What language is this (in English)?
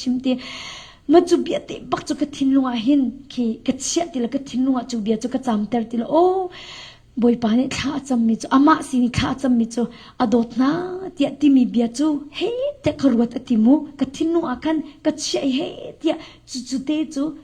Hakha Chin